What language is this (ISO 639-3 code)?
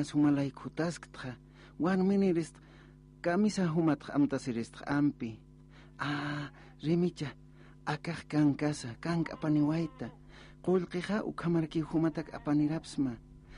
aym